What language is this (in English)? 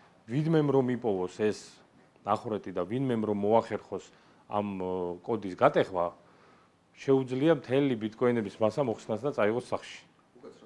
Georgian